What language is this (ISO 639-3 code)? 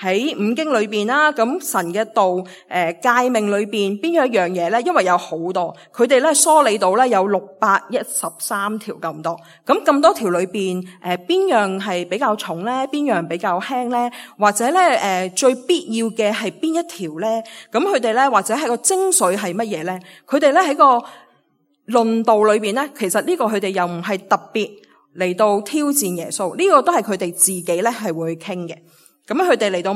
yue